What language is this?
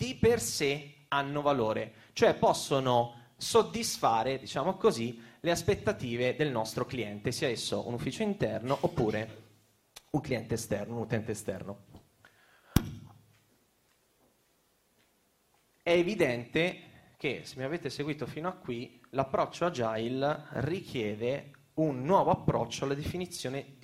Italian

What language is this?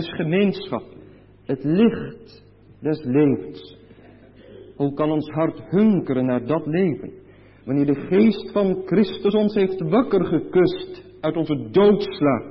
Dutch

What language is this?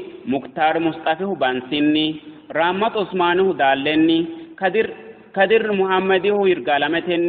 Sidamo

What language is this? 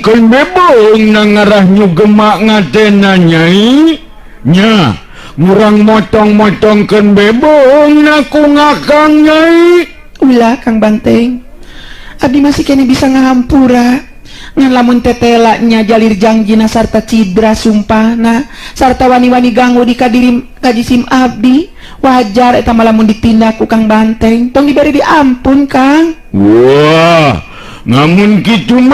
Sundanese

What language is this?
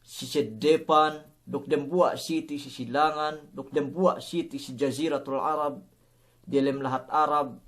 Yakan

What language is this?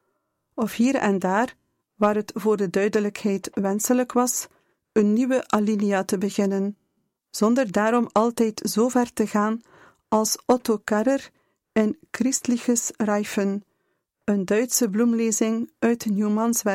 Dutch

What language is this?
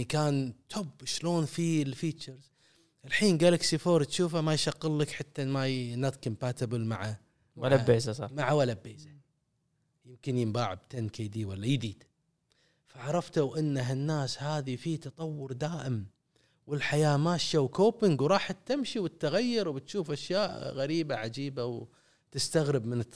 Gulf Arabic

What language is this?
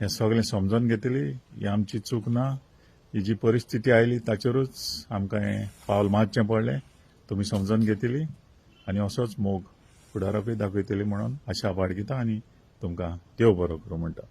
Konkani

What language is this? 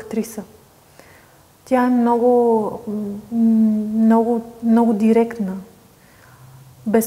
Bulgarian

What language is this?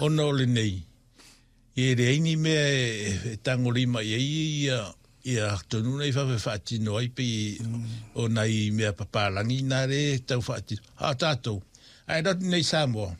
Samoan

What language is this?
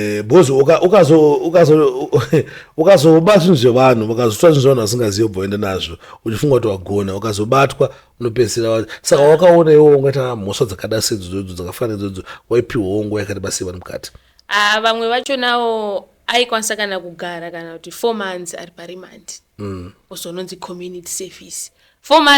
Shona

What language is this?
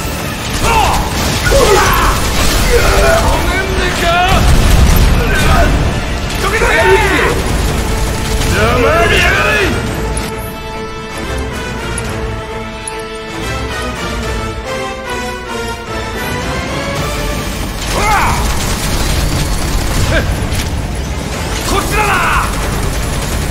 Japanese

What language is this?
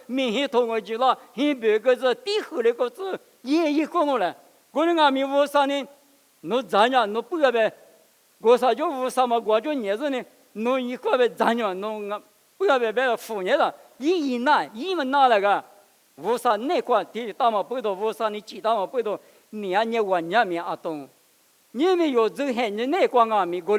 Lisu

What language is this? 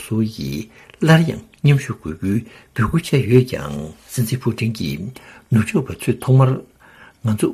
Tibetan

